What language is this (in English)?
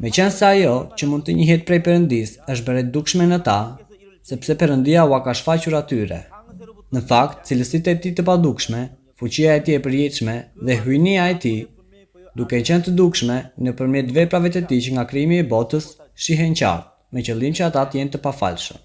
Albanian